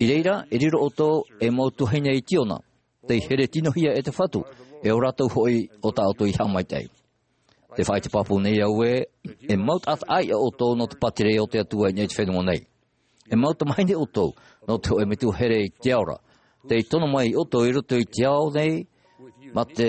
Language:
Tahitian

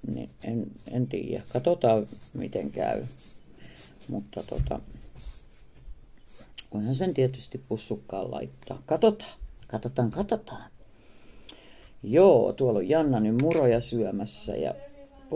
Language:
Finnish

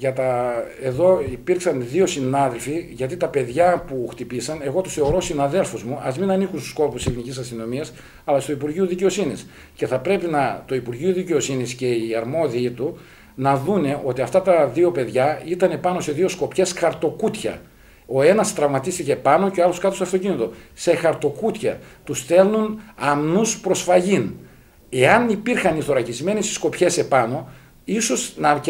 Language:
Greek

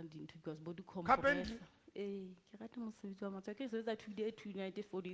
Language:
Southern Sotho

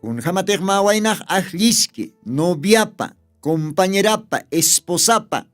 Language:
Aymara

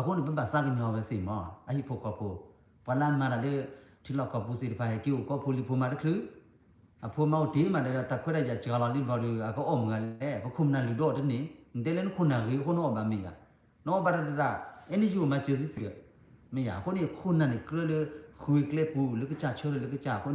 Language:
S'gaw Karen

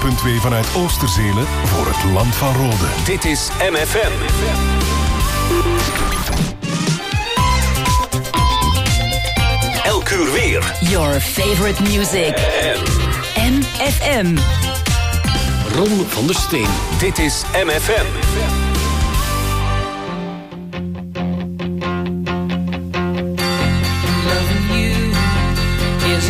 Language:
Dutch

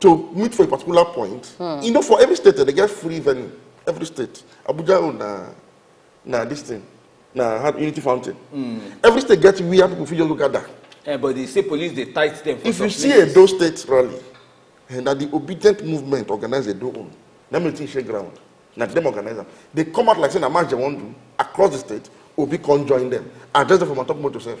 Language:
Nigerian Pidgin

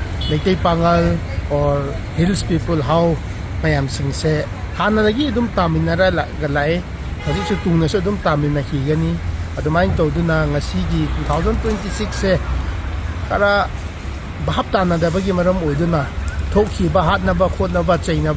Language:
Manipuri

